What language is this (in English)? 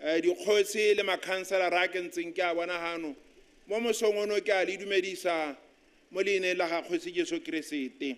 Tswana